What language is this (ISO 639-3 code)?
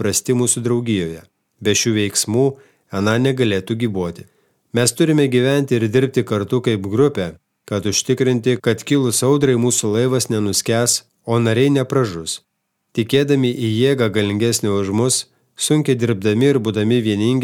lit